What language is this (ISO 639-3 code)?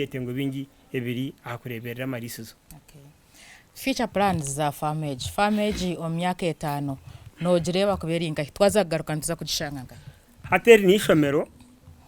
nyn